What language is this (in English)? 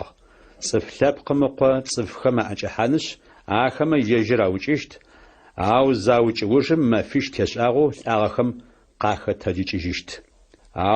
Adyghe